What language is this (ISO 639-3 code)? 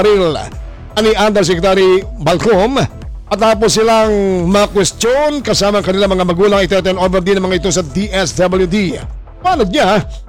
fil